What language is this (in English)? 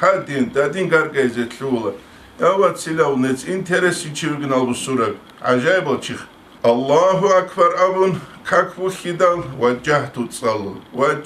Avaric